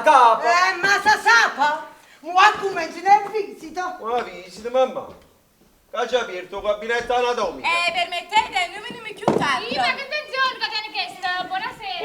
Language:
Neapolitan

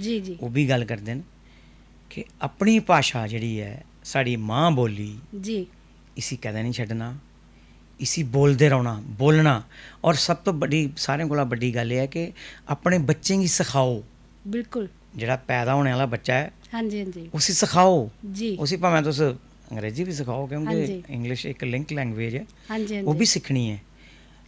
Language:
Dogri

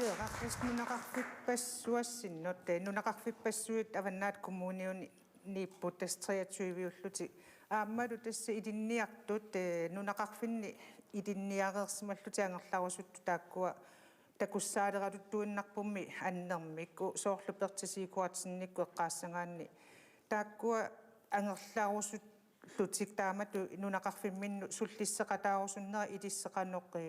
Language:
Kalaallisut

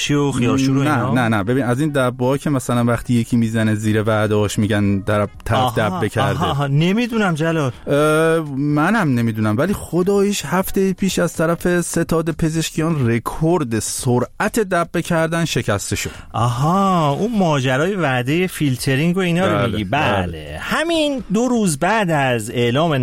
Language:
Persian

